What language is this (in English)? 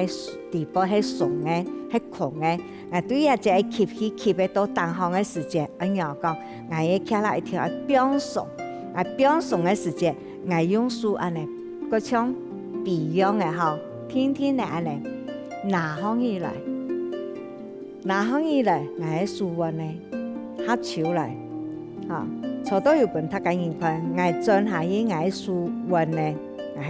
Hakka Chinese